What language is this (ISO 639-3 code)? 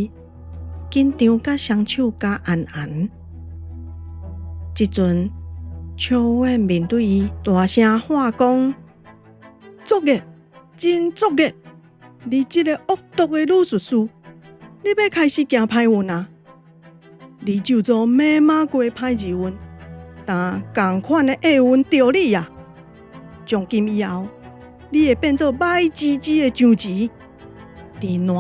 nan